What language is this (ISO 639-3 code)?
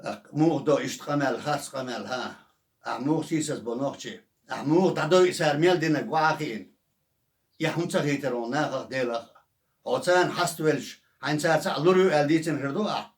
che